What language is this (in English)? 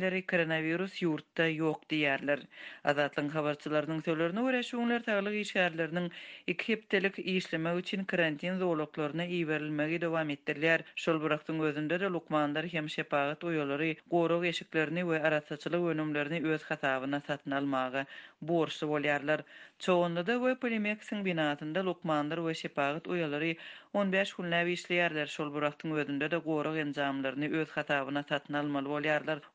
Turkmen